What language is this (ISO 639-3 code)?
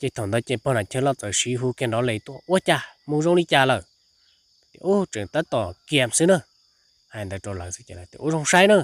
hmn